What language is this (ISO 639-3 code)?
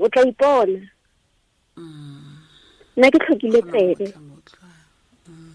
tsn